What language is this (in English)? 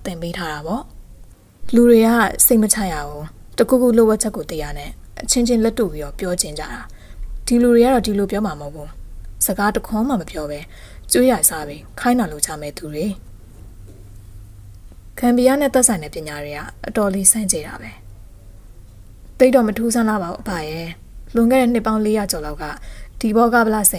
Burmese